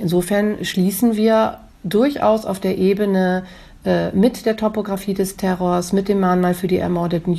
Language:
German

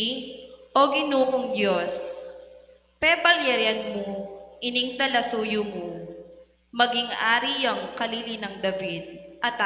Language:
Pampanga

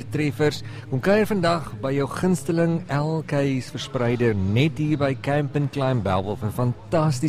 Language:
Afrikaans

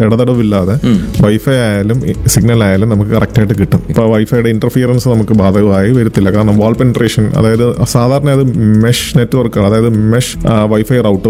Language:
Malayalam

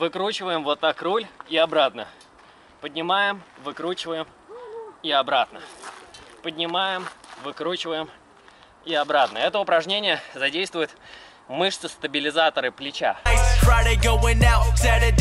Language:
Russian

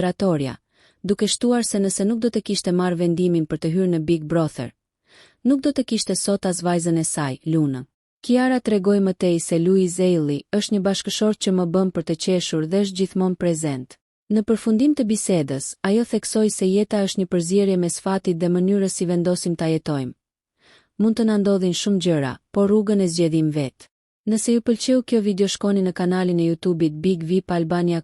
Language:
Albanian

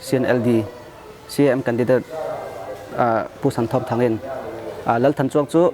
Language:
Falam Chin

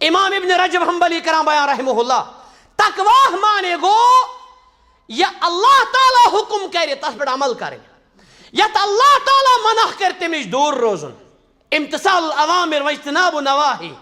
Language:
Kashmiri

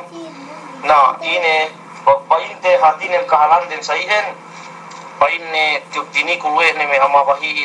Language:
Yakan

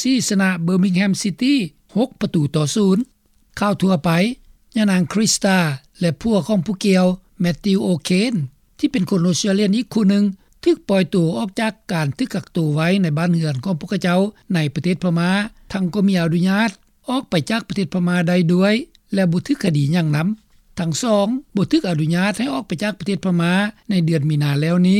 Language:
Lao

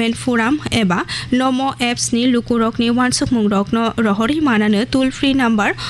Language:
Kok Borok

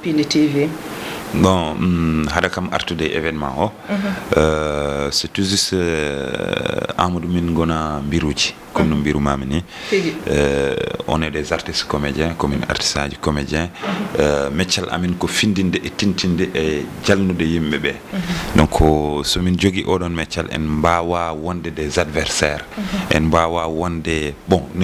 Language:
Fula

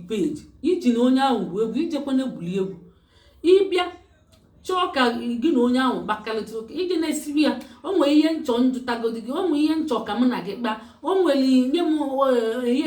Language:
Igbo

